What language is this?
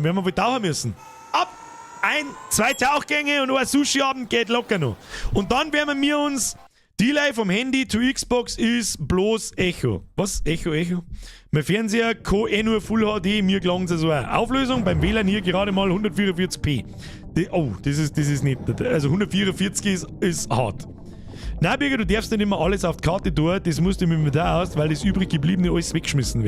Bavarian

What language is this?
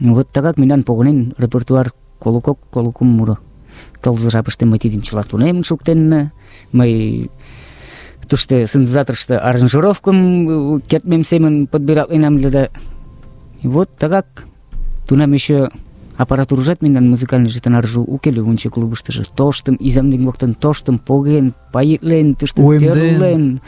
Mari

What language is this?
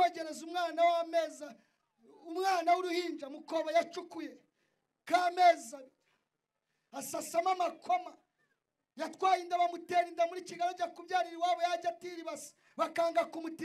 Kinyarwanda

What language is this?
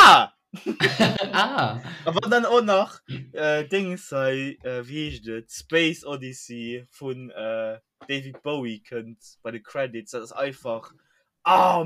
Luxembourgish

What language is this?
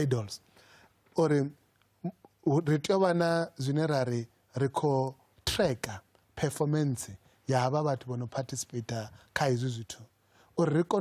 Venda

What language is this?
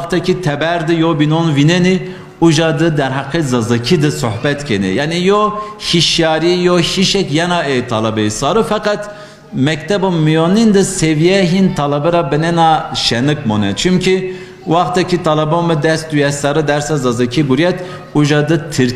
Zaza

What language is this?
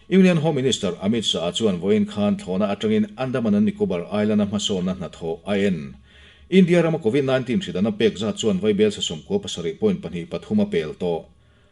Mizo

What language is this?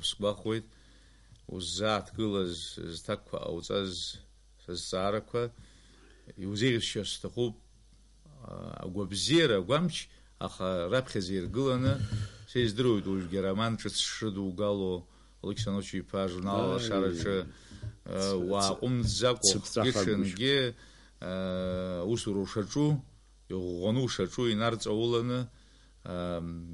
Abkhazian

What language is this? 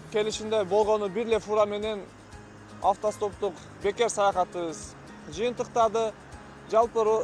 Kyrgyz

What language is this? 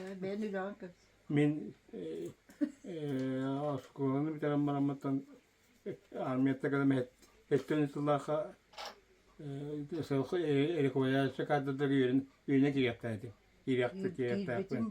Yakut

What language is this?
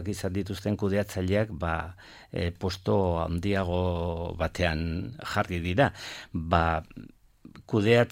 Basque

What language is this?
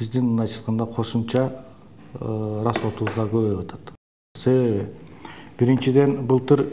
Kyrgyz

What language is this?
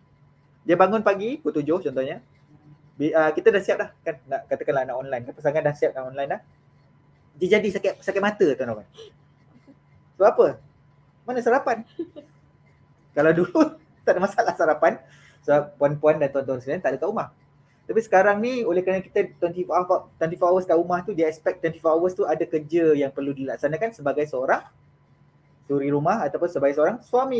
Malay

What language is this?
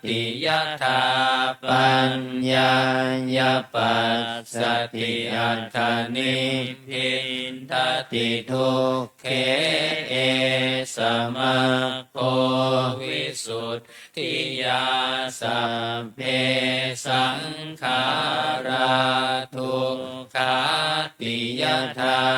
Pali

